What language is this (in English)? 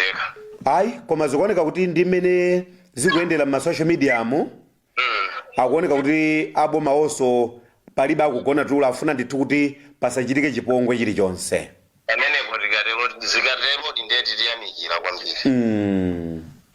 Nyanja